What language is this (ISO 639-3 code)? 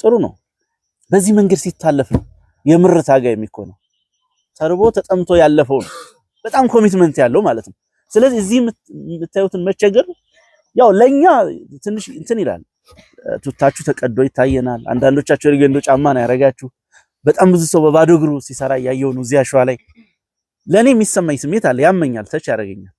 amh